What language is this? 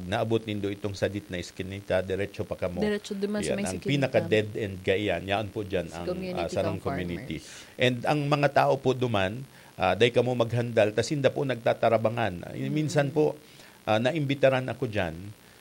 Bikol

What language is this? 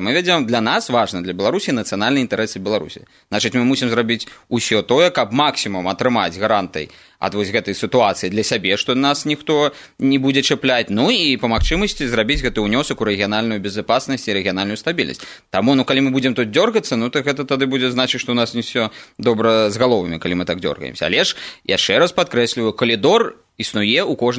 Belarusian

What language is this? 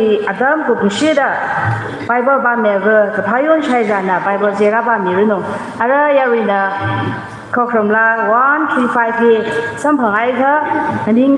Tangkhul Naga (India)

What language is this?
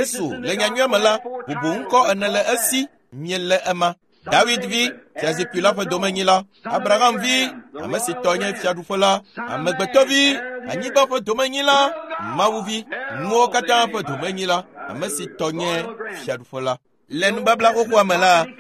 Ewe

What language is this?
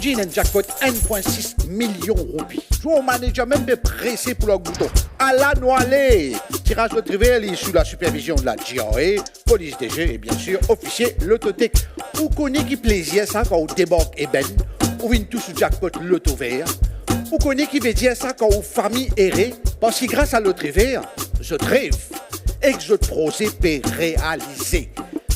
Morisyen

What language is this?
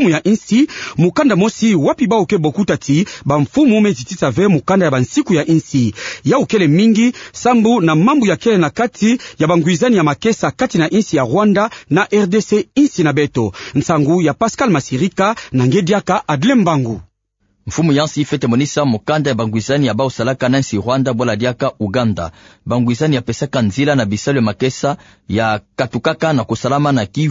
Kituba (Democratic Republic of Congo)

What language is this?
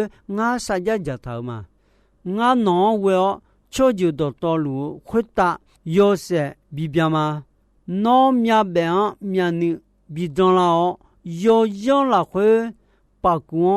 Akha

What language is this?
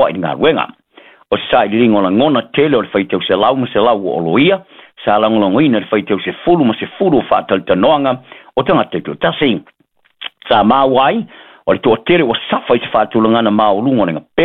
Samoan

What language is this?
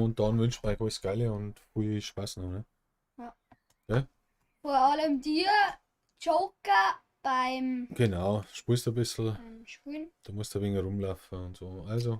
Bavarian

